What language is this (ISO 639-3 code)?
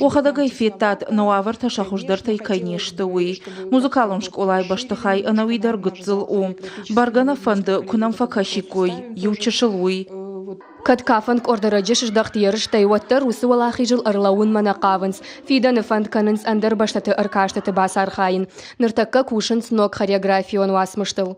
oss